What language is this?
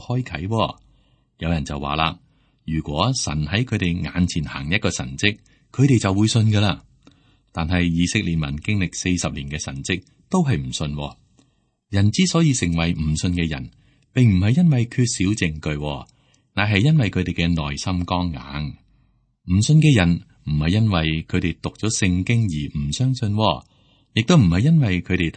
Cantonese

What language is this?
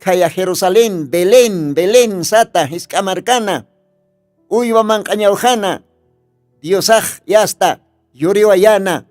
Aymara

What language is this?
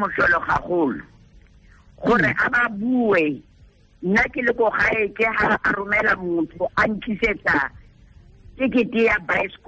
Tswana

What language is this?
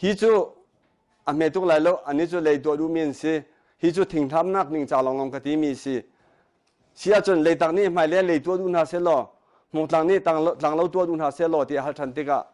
Hakha Chin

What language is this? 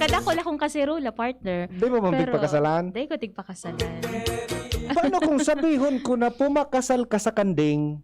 Bikol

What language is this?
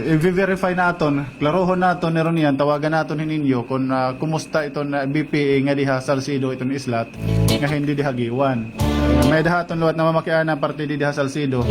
Waray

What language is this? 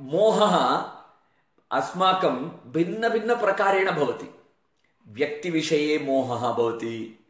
Sanskrit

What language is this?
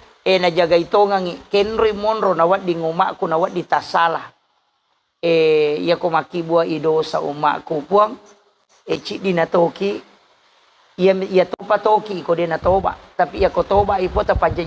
Buginese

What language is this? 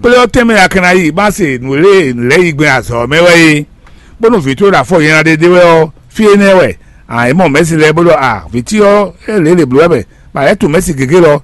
Fon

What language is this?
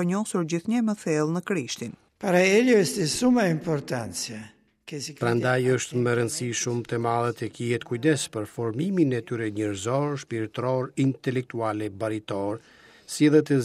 Albanian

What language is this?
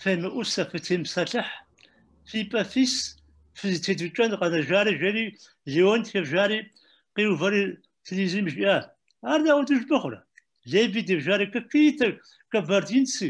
Kabardian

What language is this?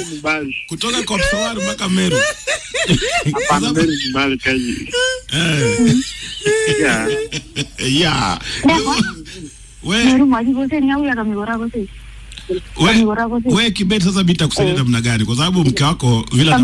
Swahili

